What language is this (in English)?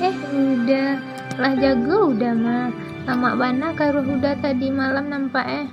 Minangkabau